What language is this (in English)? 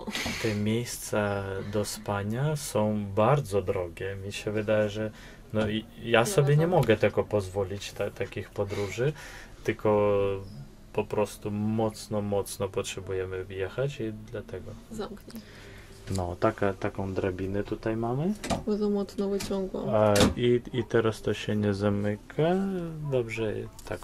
Polish